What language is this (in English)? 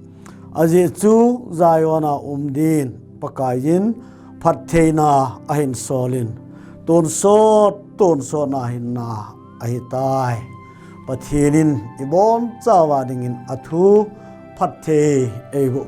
Thado Chin